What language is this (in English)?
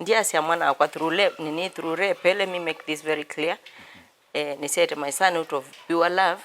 Kamba